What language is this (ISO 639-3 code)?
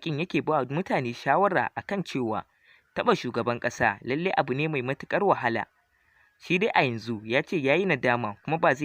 hau